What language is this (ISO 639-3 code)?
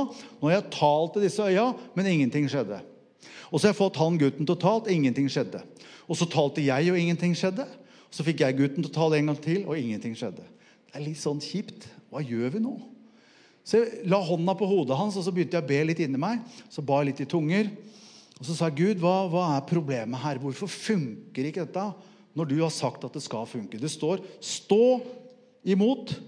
nor